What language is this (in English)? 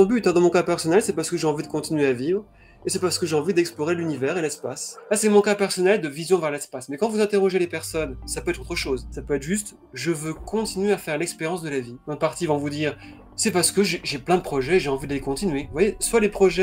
French